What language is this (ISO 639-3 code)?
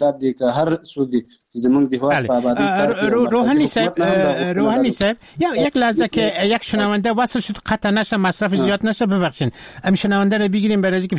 fas